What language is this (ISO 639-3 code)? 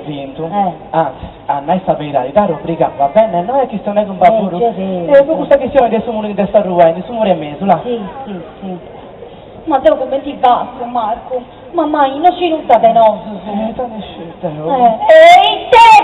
srd